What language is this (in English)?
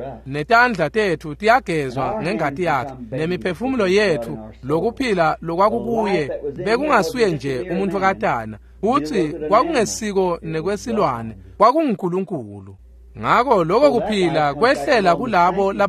Swati